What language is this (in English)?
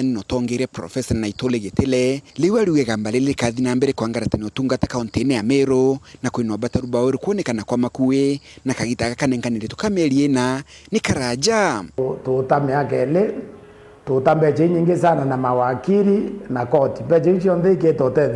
Meru